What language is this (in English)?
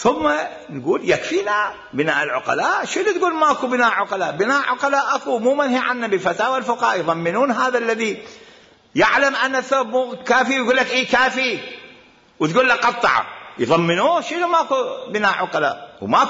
Mesopotamian Arabic